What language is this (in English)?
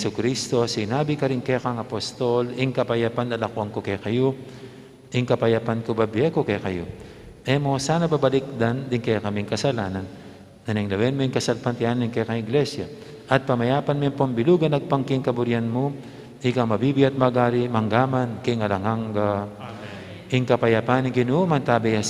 Pampanga